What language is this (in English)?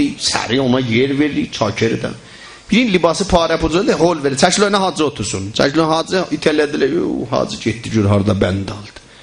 South Azerbaijani